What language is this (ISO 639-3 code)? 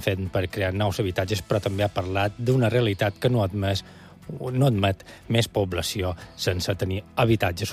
cat